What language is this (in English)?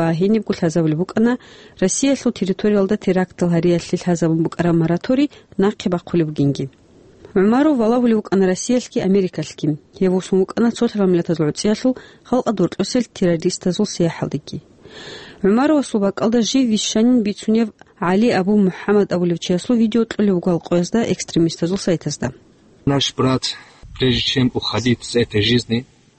Avaric